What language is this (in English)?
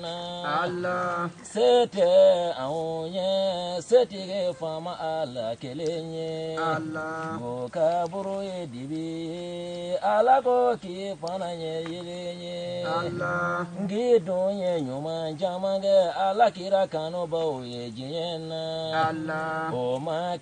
Bambara